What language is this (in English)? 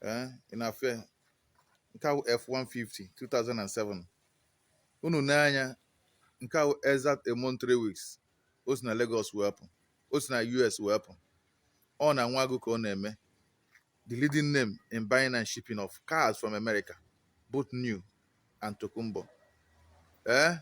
Igbo